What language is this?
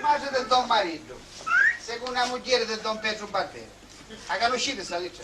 Sicilian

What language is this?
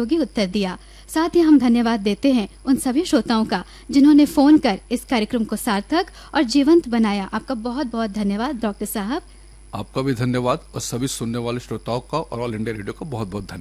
Hindi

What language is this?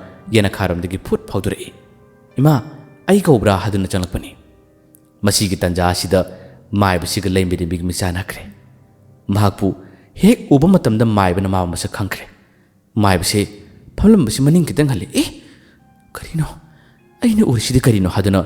Manipuri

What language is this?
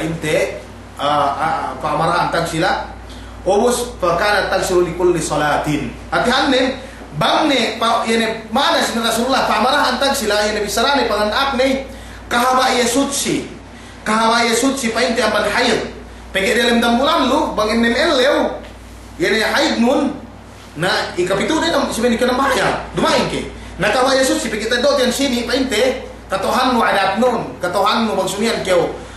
Yakan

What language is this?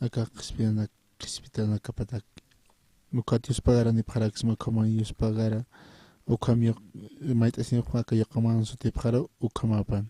Aymara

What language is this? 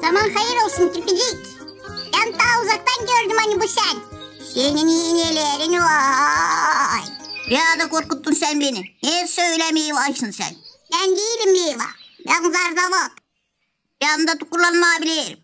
Gagauz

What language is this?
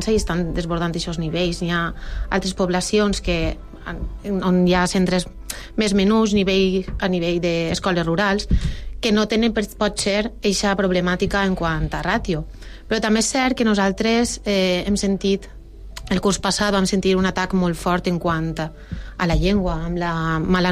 Catalan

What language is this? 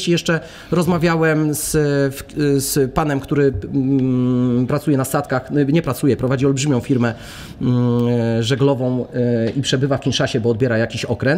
Polish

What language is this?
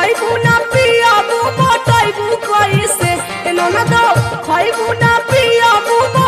Bhojpuri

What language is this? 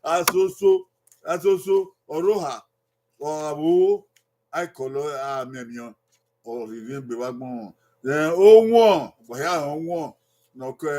Bini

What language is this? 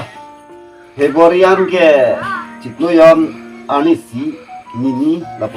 Karbi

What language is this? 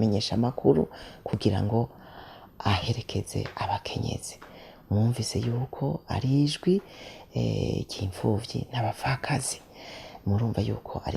Rundi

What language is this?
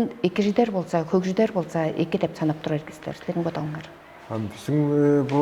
Tuvinian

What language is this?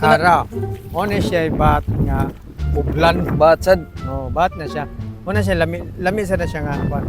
Cebuano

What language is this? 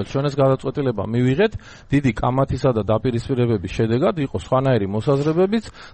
Georgian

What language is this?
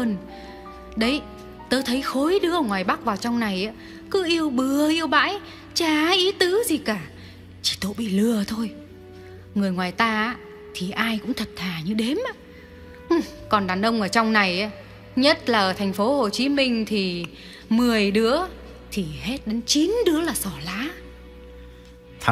Vietnamese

